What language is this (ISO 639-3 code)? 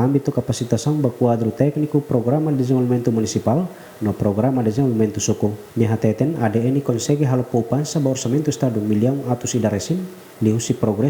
tet